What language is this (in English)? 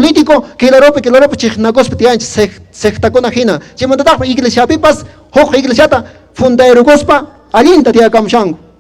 Quechua